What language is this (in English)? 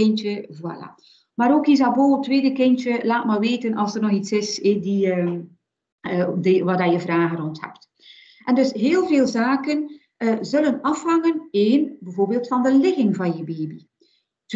Dutch